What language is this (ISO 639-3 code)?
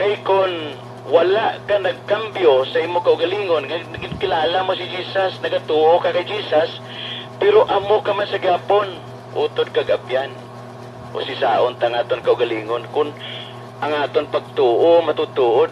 hil